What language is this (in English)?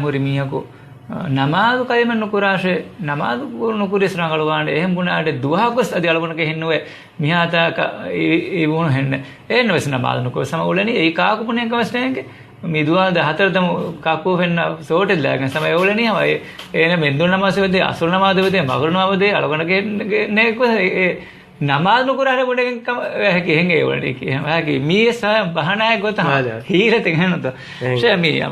Divehi